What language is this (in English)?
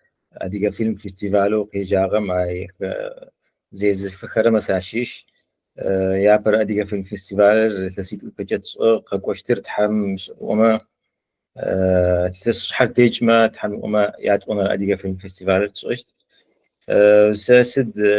Adyghe